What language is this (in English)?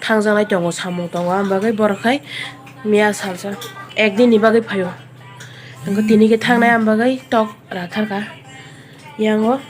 Kok Borok